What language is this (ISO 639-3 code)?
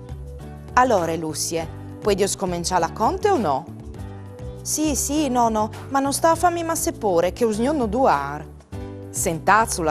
fur